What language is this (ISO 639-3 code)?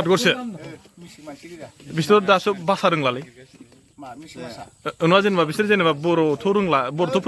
brx